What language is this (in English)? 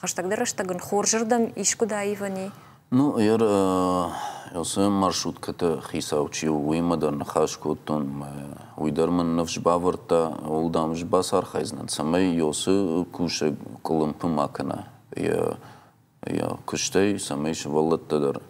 Ossetic